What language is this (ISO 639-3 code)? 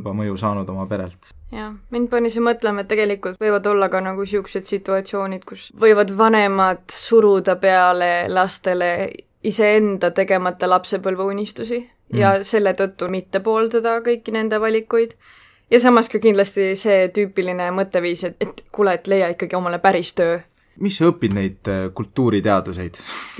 est